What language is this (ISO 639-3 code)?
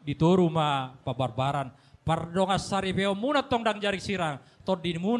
bbc